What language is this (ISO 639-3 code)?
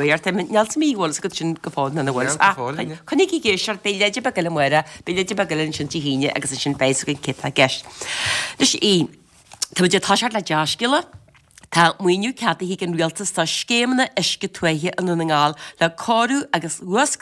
gle